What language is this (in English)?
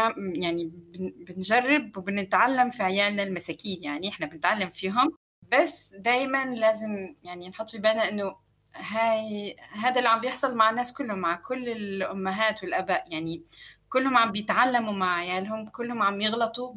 North Levantine Arabic